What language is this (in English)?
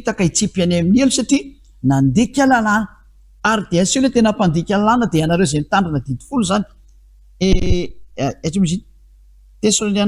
Malagasy